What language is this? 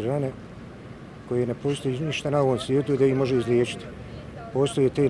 Bosnian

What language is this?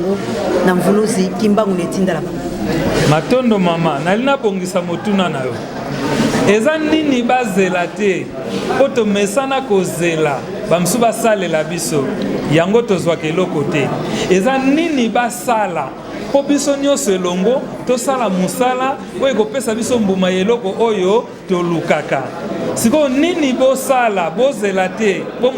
Lingala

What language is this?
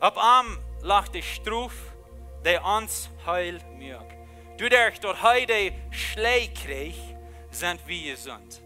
Plautdietsch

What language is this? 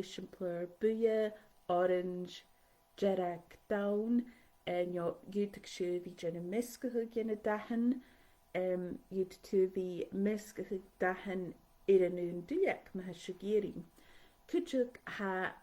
Scottish Gaelic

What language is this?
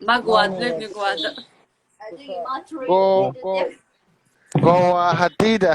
Manipuri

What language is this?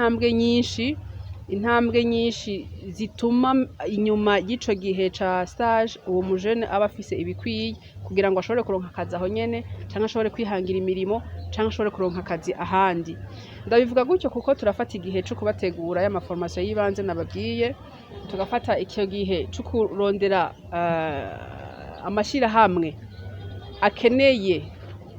Rundi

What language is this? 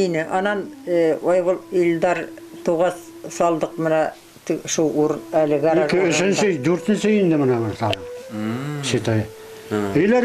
Bashkir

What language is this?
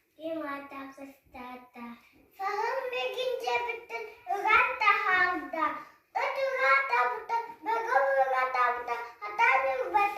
Yakut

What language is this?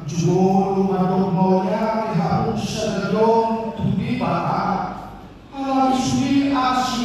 Batak Toba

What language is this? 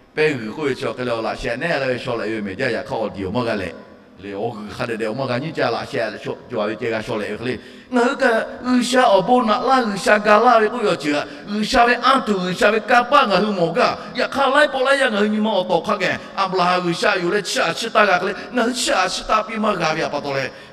Lahu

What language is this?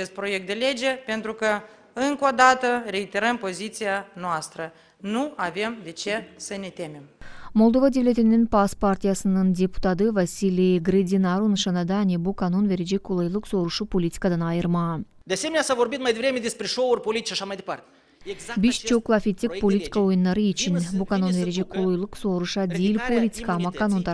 Gagauz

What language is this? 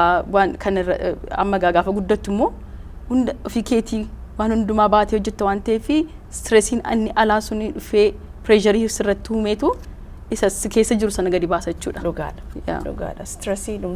Oromo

